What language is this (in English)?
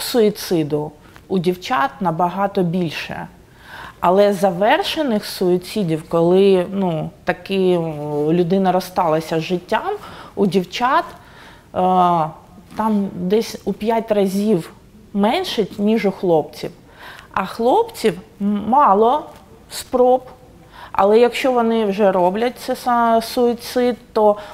Ukrainian